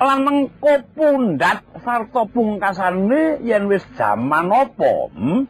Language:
Javanese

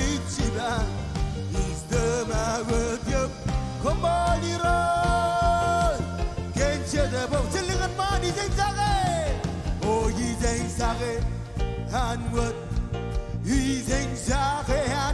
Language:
Marshallese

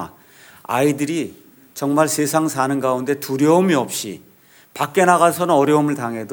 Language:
Korean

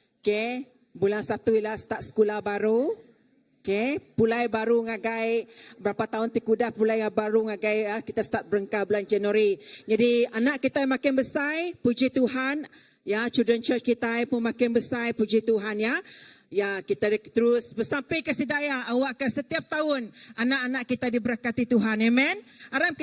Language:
Iban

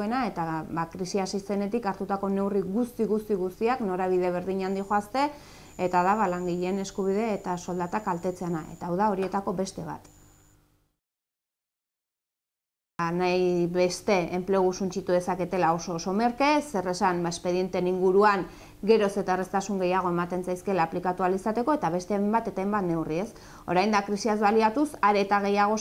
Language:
Basque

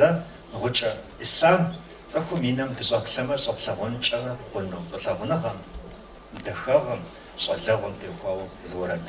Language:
Kabardian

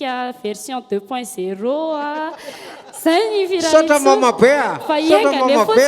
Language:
Malagasy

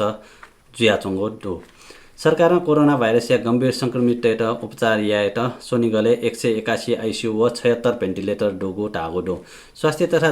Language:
Newari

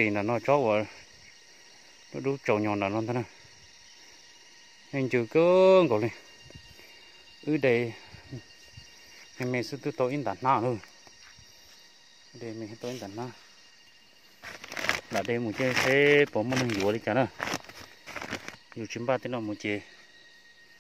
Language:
Vietnamese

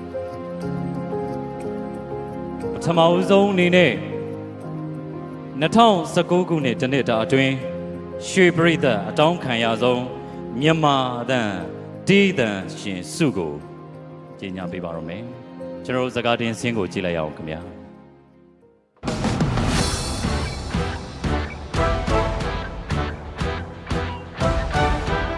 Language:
Burmese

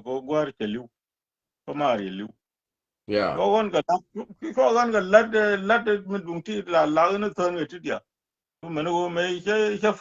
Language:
Nuer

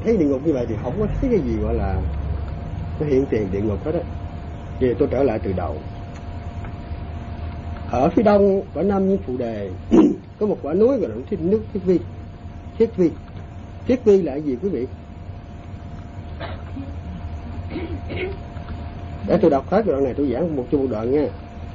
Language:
Vietnamese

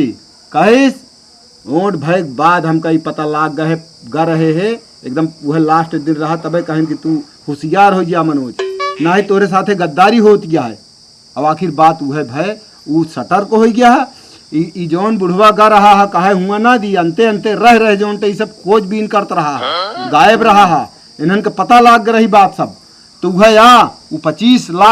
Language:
Awadhi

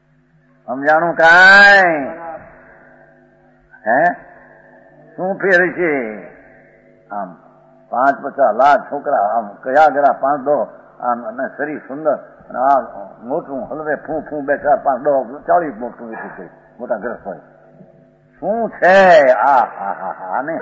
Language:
Gujarati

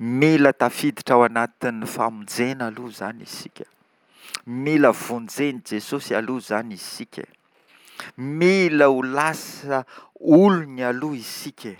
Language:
Malagasy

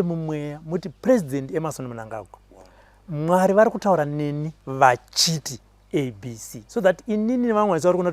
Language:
Shona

